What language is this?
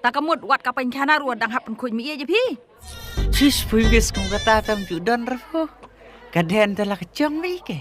Khasi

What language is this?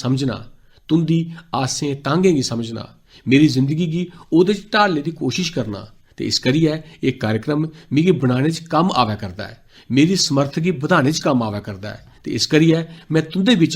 Dogri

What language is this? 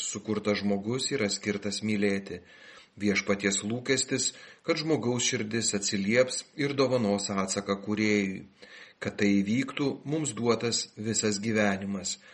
Lithuanian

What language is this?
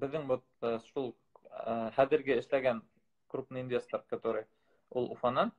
Bashkir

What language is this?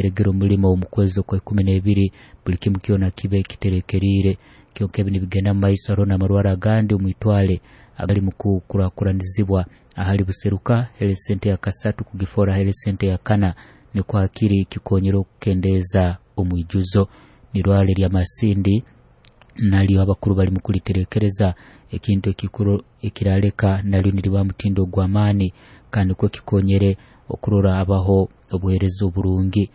Nyoro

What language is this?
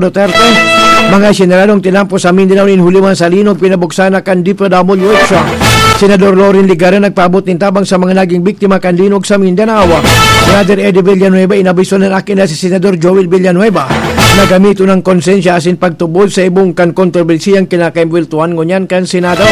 Bikol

